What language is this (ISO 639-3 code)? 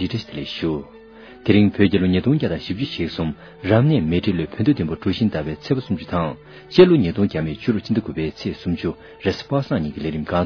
bod